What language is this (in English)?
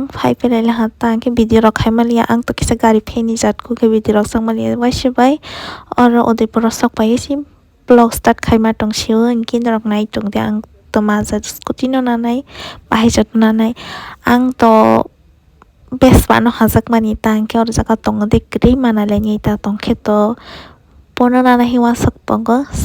Kok Borok